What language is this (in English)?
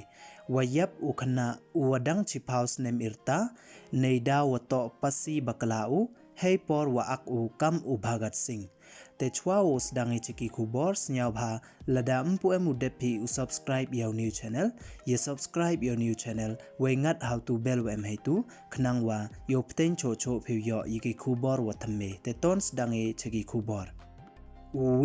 Pnar